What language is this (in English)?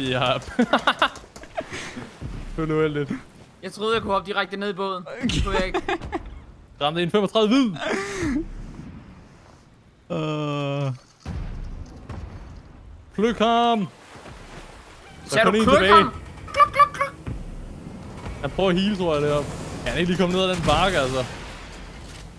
Danish